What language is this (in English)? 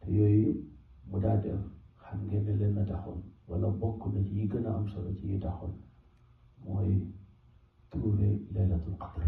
Wolof